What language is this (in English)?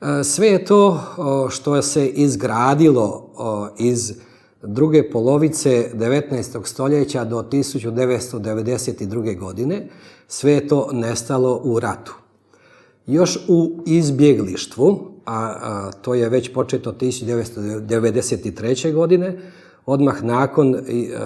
Bosnian